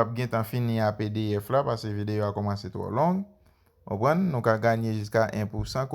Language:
Haitian Creole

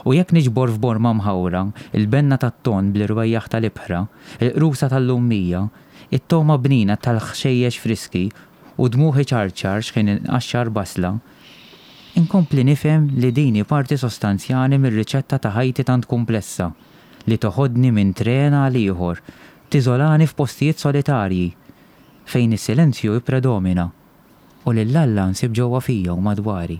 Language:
Maltese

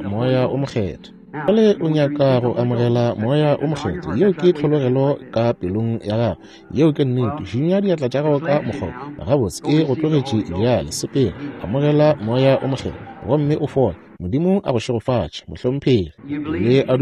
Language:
Northern Sotho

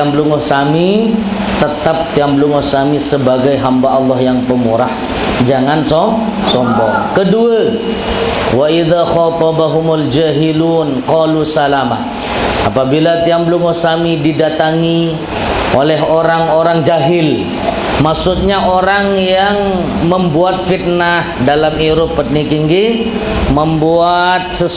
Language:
Sasak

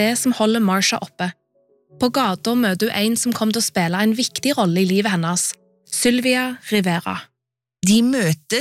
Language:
Norwegian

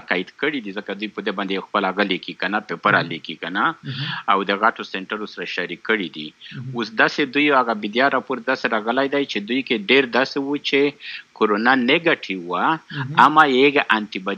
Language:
Pashto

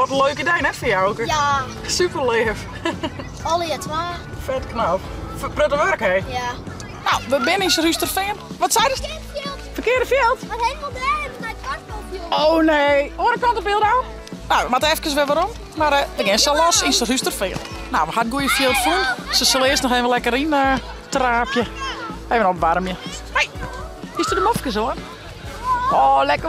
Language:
Western Frisian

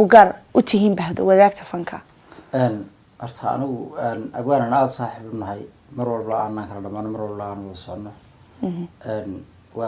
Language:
Somali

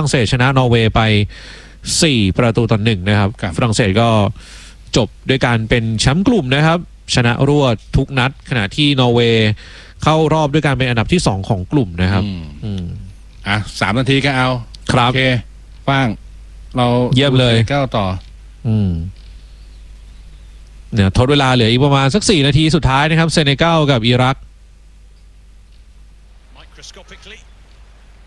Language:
Thai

